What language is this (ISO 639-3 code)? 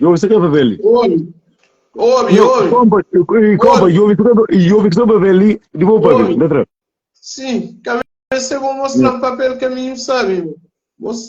kea